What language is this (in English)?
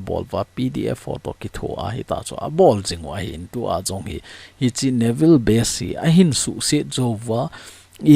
Thado Chin